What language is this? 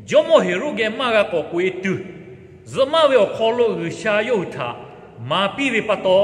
Lahu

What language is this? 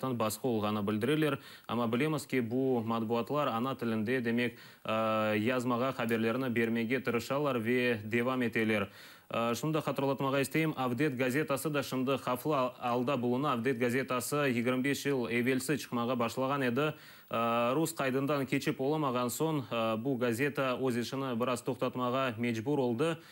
Crimean Tatar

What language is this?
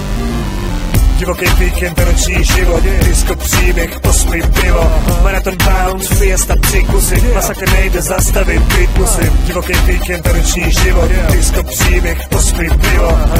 Czech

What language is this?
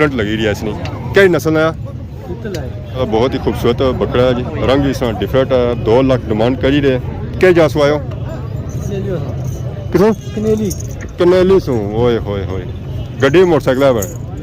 Pahari-Potwari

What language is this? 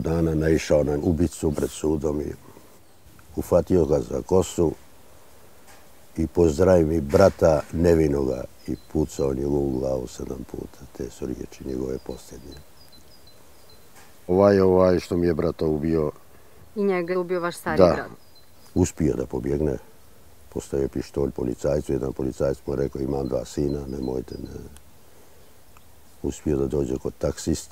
Bosnian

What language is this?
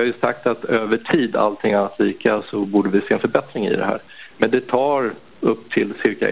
Swedish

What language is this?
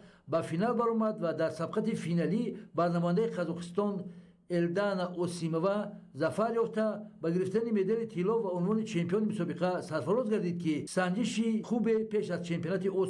Tajik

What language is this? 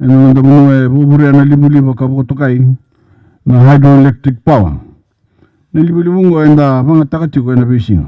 Fijian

